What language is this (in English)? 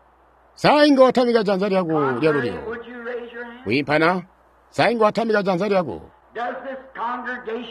Tonga (Zambia)